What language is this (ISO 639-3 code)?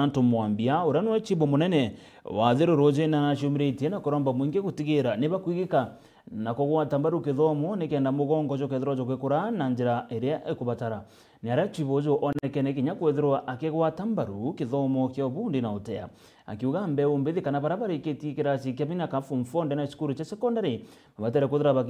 mer